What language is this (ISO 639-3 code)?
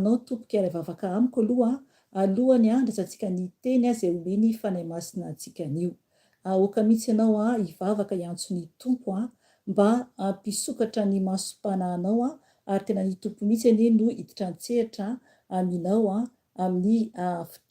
mlg